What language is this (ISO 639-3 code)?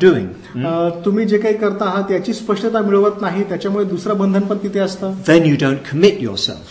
mar